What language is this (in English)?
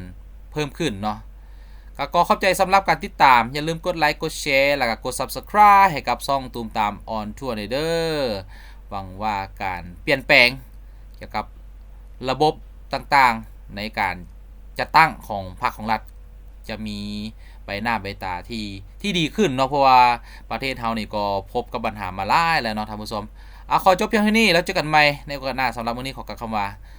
Lao